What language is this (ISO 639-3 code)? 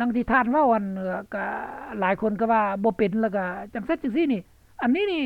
lao